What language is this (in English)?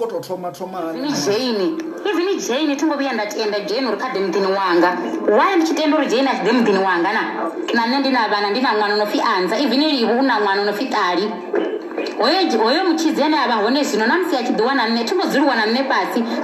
Venda